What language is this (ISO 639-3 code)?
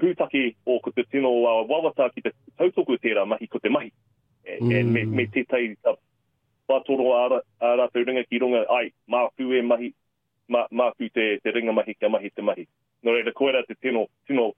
mri